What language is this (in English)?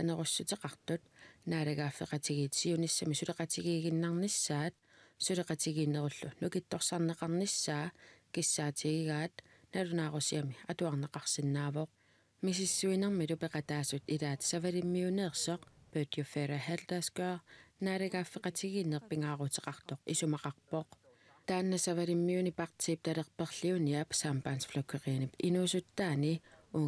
Kalaallisut